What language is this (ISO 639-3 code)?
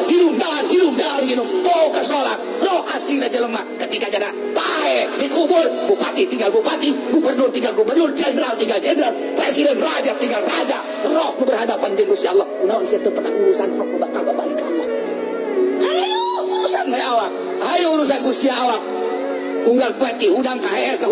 sun